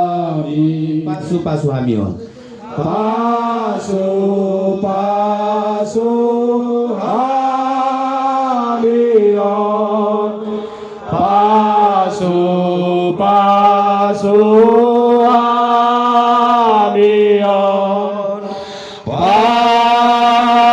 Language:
Batak Toba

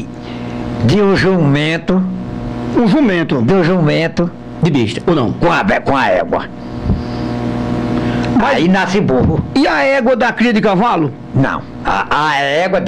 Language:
Portuguese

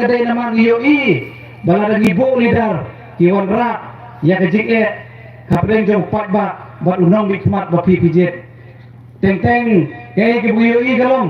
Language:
Khasi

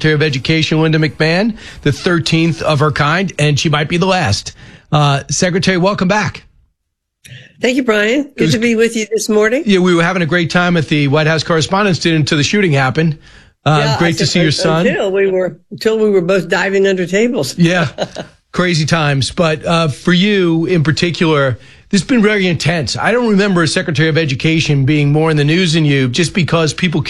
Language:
English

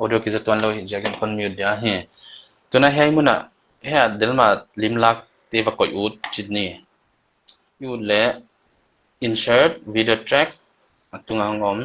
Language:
Paite Chin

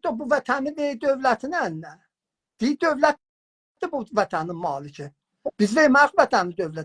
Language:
South Azerbaijani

